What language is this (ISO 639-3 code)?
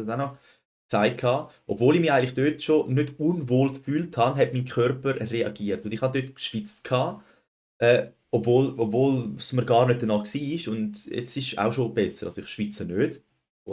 gsw